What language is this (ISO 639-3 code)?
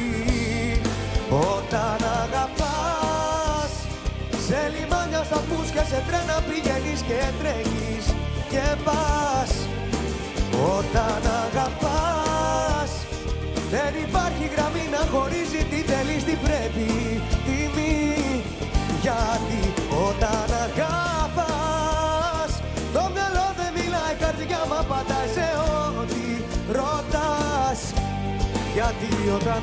ell